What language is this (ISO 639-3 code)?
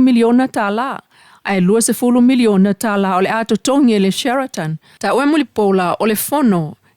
smo